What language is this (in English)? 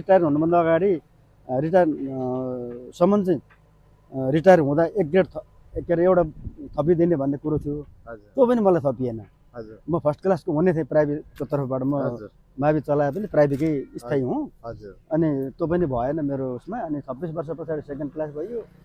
Nepali